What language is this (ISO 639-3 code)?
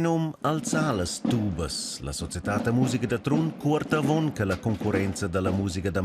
roh